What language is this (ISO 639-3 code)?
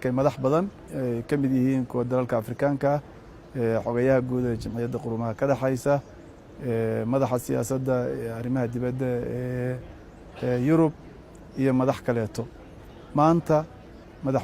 som